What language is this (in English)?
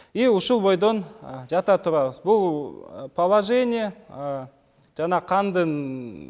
Kyrgyz